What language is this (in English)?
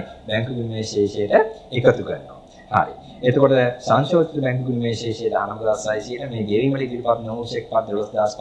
Sinhala